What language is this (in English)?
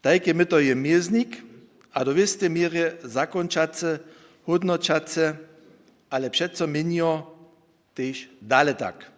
Upper Sorbian